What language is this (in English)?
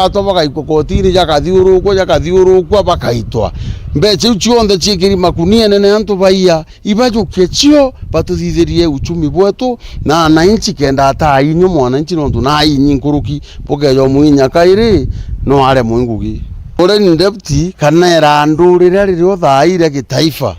Meru